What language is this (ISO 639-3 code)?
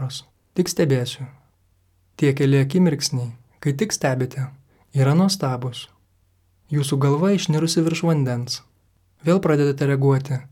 lit